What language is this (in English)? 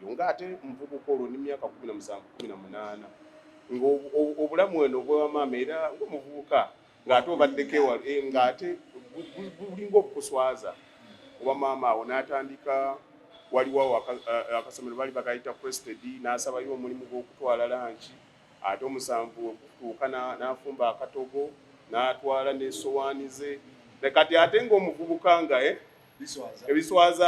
Ganda